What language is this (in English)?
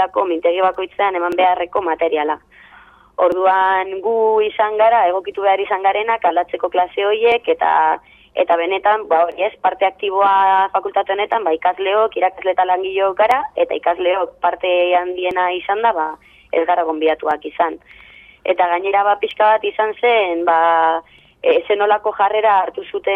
Basque